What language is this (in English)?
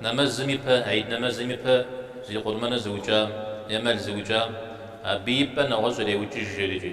Kabardian